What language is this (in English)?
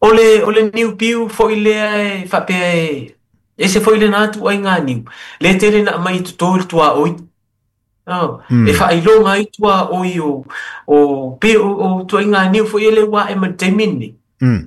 Samoan